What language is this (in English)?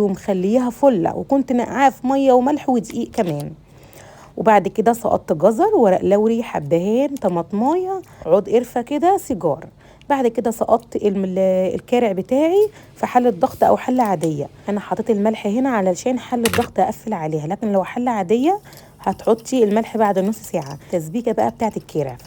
Egyptian Arabic